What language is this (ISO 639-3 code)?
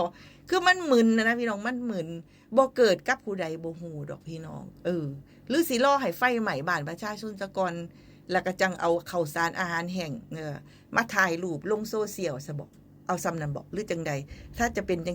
tts